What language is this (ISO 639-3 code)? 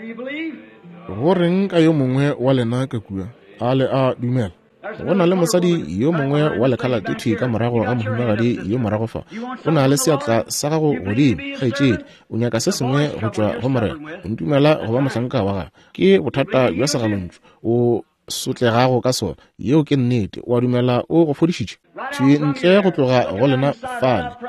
nso